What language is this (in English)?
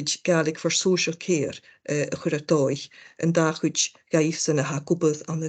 Scottish Gaelic